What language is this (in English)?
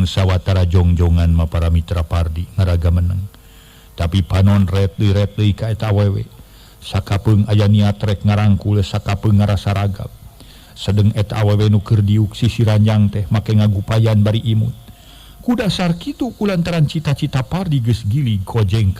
Sundanese